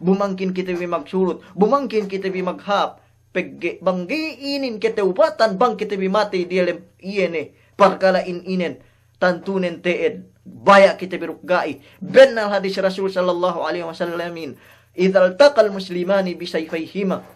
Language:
Yakan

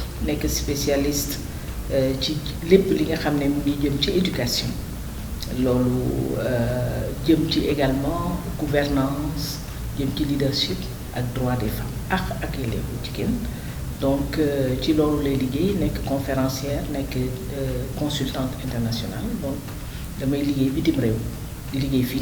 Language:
Wolof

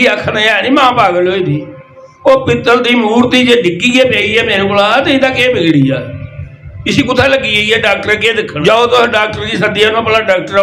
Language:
Dogri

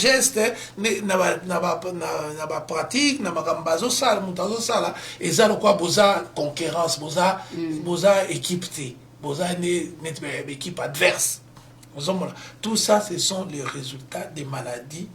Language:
Lingala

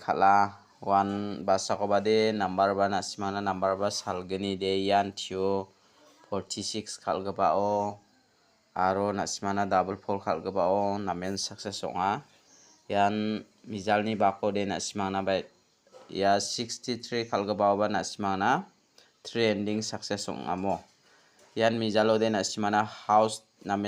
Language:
Garo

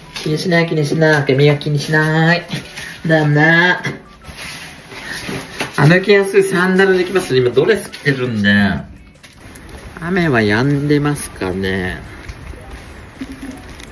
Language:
Japanese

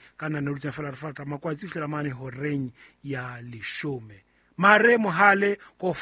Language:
Southern Sotho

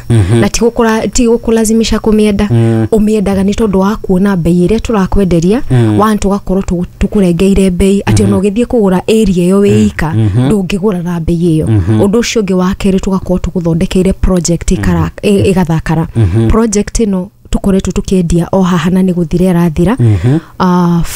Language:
Kikuyu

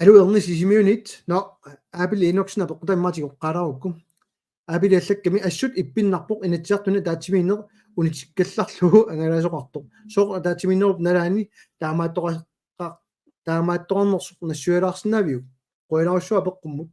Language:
Kalaallisut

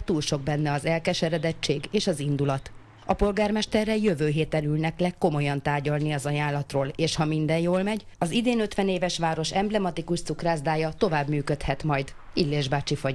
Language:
Hungarian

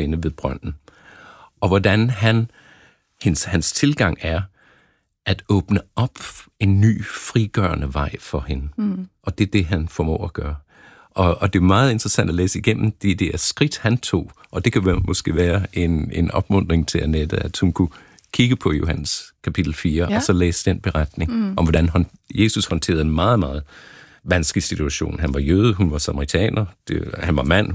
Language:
Danish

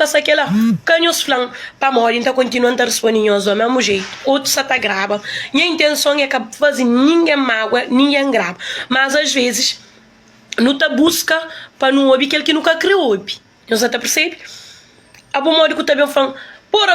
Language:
Kabuverdianu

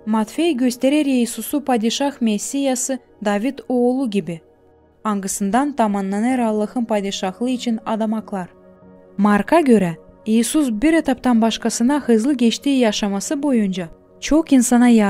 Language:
Gagauz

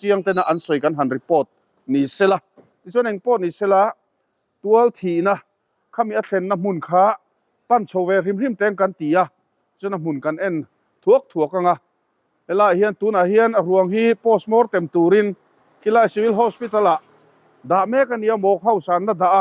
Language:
Mizo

